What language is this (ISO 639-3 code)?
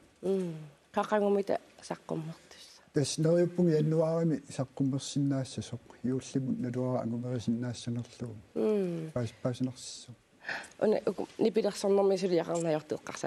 kal